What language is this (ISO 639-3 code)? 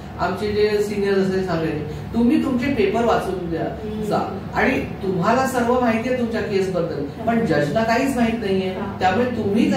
mar